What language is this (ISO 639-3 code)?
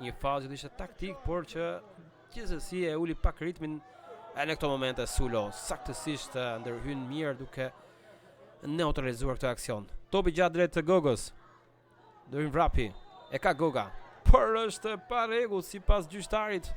sqi